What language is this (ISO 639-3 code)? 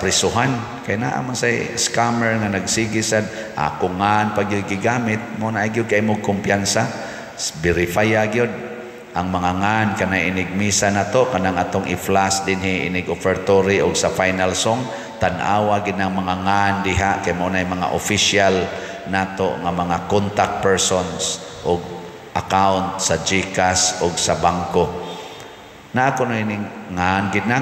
ceb